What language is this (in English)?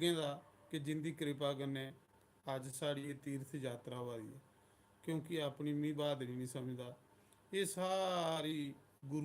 Dogri